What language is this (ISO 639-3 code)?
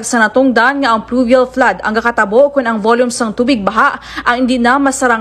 hil